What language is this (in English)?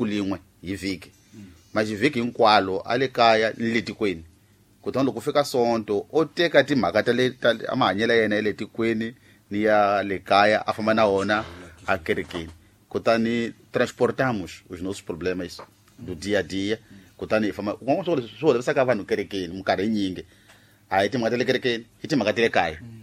Tsonga